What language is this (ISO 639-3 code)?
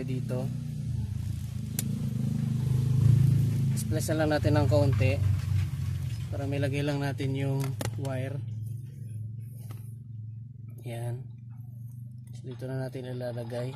fil